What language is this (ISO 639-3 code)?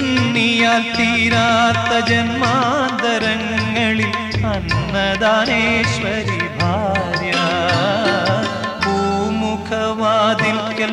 mal